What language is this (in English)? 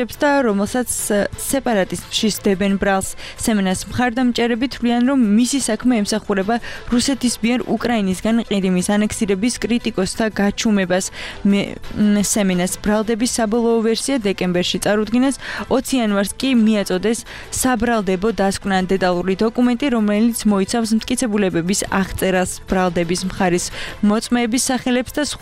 Georgian